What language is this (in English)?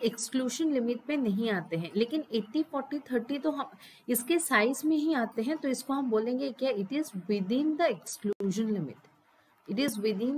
Hindi